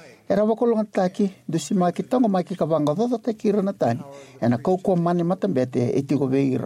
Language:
Fijian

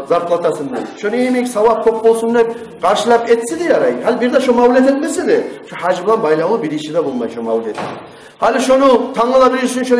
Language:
Kumyk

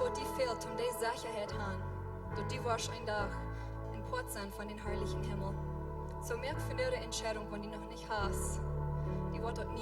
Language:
Plautdietsch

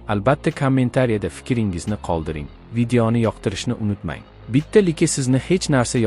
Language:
Uzbek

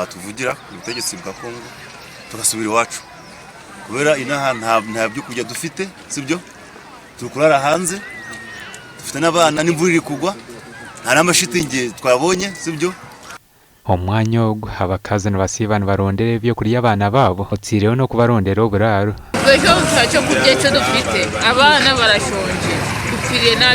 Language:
Nyankole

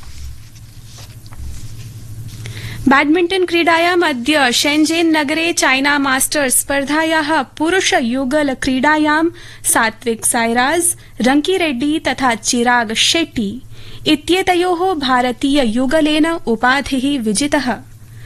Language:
Sanskrit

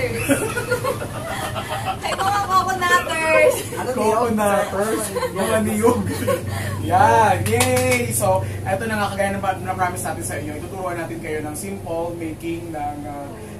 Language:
Filipino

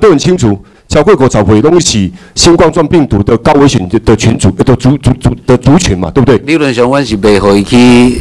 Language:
Chinese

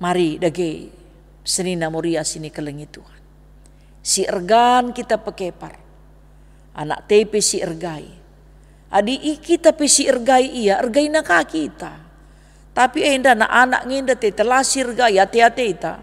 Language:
Batak Karo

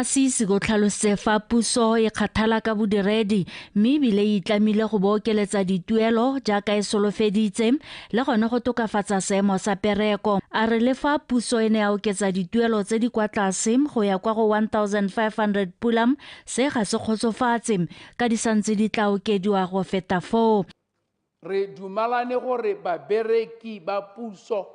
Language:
Tswana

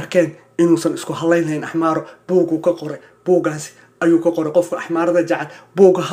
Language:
Somali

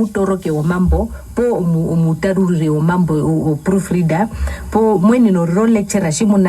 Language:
Herero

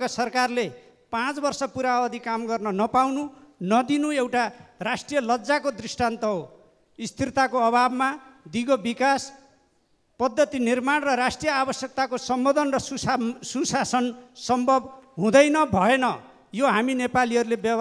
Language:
Nepali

